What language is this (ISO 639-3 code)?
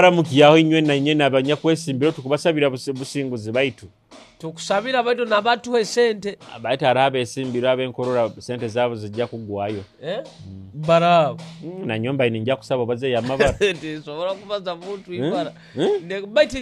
nyo